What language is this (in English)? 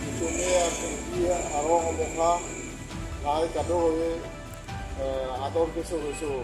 Karbi